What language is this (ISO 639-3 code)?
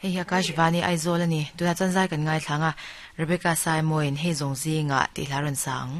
lus